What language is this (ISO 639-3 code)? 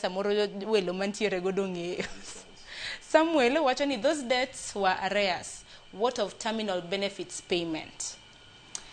luo